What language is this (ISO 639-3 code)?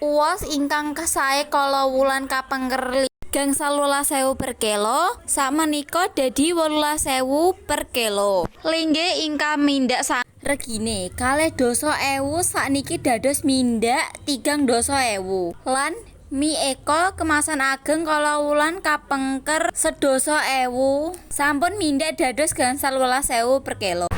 jav